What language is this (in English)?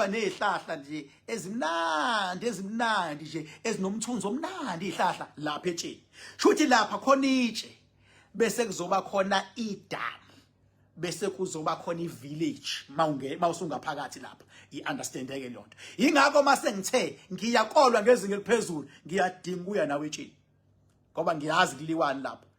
Zulu